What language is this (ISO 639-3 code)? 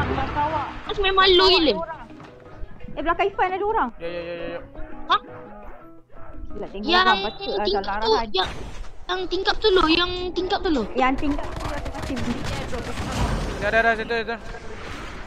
msa